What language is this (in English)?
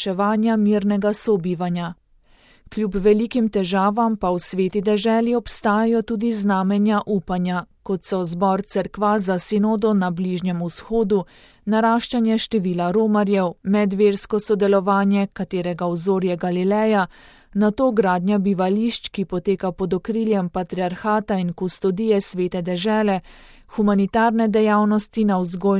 Slovenian